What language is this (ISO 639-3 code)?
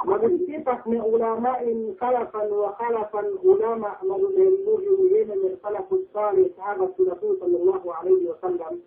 yka